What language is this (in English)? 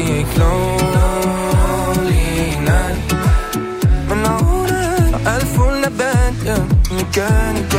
Danish